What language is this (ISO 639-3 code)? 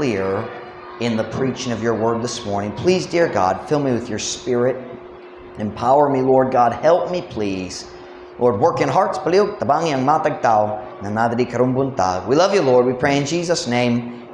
ceb